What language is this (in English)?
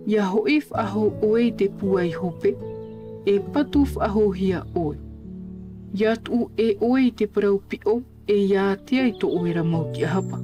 Tahitian